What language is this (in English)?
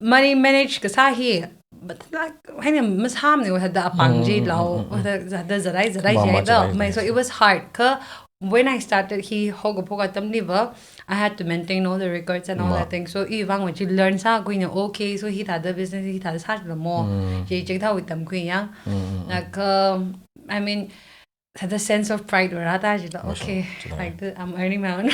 Tangkhul Naga (India)